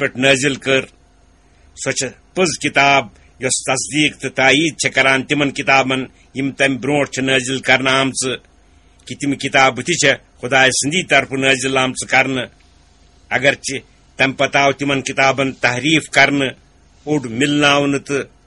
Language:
Kashmiri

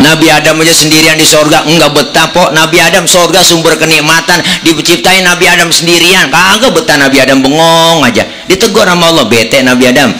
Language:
Betawi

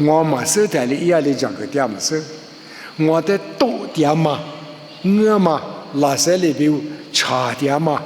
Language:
Lisu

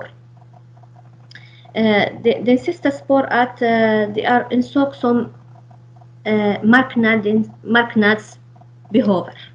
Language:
Swedish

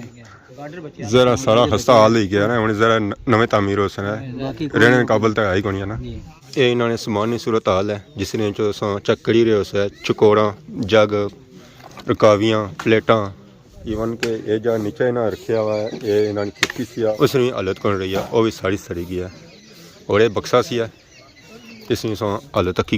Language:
Pahari-Potwari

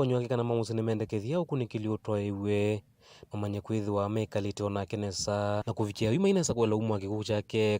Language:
Kamba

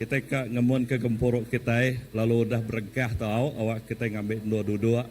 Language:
Iban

